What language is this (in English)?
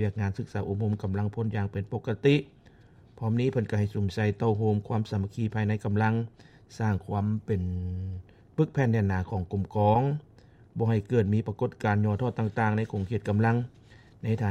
Lao